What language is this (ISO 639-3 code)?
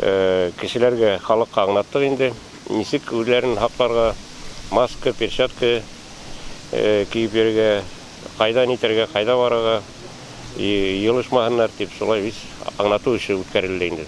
bak